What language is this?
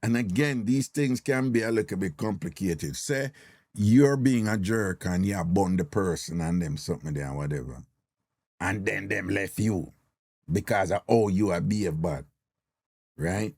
Jamaican Creole English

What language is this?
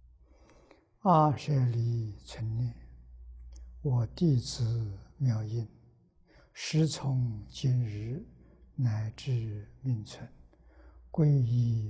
Chinese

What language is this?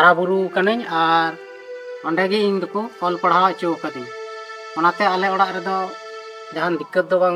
Santali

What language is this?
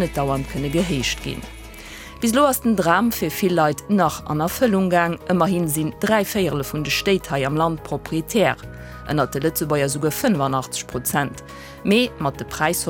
Luxembourgish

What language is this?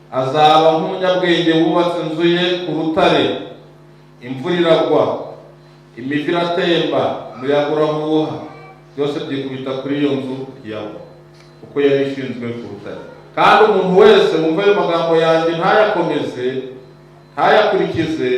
Kinyarwanda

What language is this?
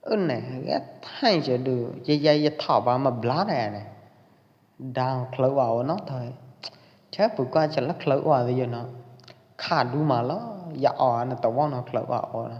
Pwo Eastern Karen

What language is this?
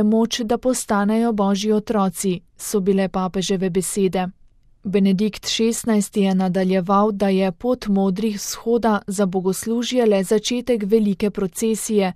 Slovenian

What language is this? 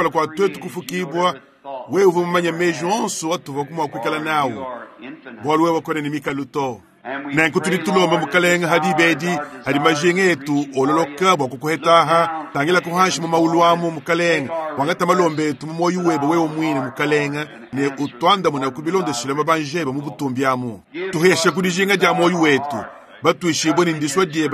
Luba-Lulua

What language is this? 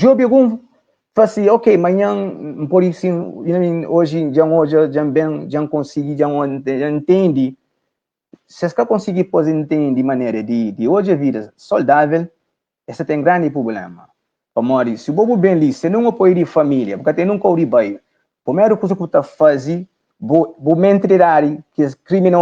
Kabuverdianu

